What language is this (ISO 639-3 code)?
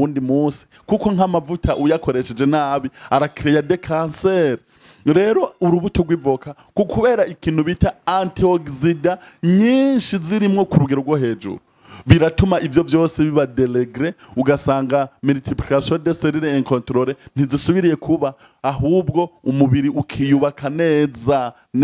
run